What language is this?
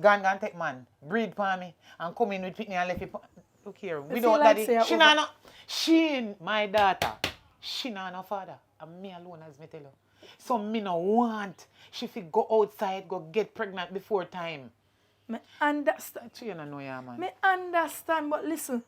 Jamaican Creole English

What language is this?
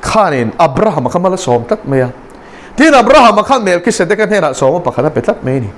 Mizo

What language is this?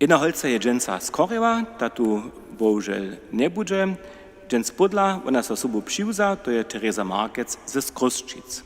Upper Sorbian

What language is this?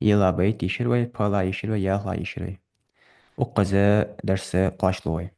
Ingush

